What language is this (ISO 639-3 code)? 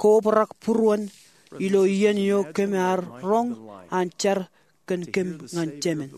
mah